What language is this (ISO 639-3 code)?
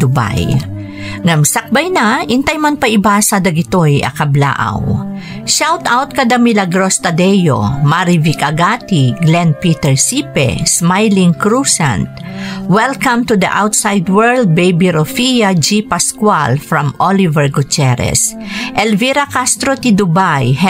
ilo